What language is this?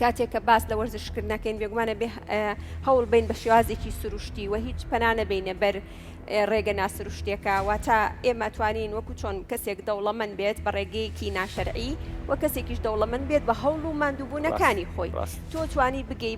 Central Kurdish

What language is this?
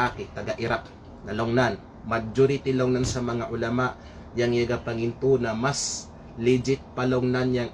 Kalagan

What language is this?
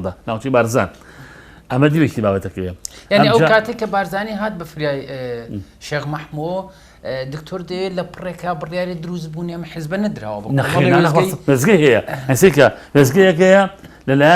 Central Kurdish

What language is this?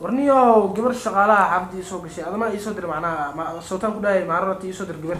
Somali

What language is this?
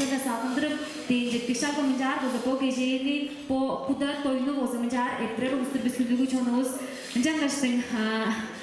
Tuvinian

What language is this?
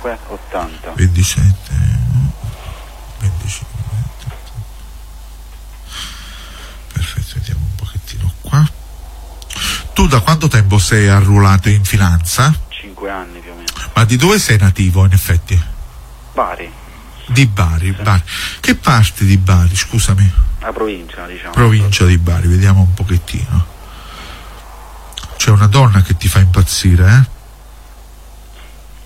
Italian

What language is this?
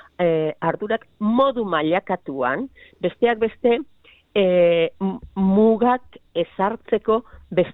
Basque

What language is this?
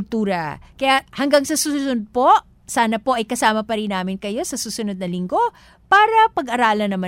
Filipino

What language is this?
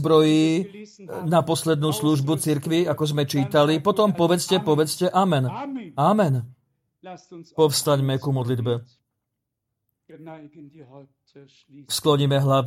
Slovak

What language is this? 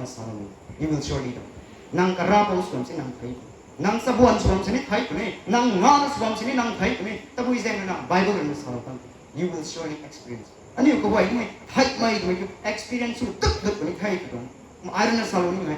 Rongmei Naga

